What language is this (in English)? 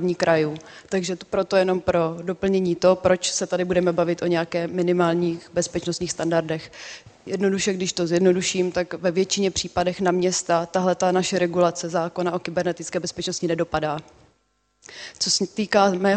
Czech